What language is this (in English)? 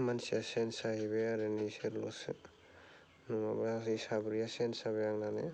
Bodo